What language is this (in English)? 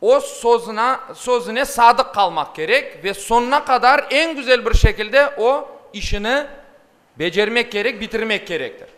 Crimean Tatar